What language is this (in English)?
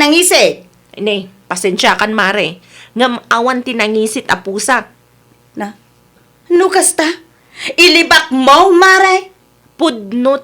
Iloko